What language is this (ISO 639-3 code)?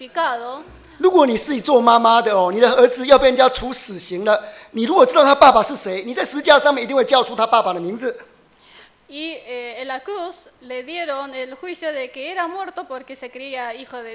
zho